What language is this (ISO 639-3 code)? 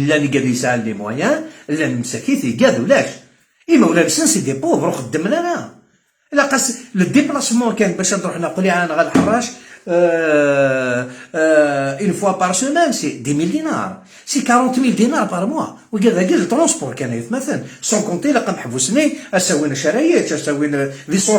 arq